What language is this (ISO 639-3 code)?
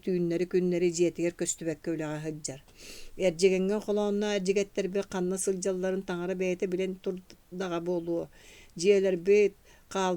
sah